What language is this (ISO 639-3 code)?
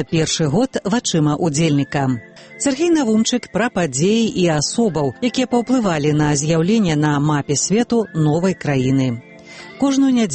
bel